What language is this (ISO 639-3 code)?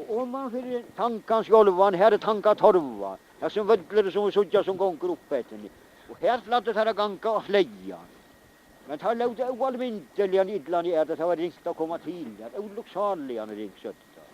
fao